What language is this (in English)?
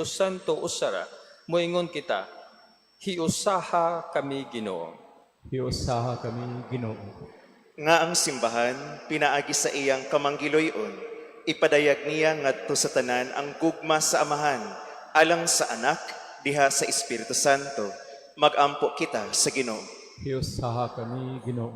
Cebuano